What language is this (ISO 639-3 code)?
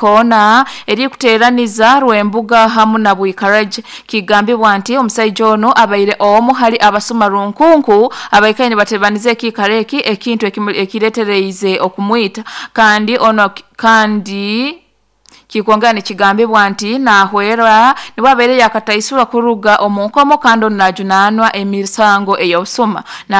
nyo